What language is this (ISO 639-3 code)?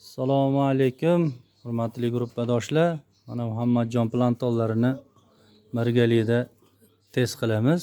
uzb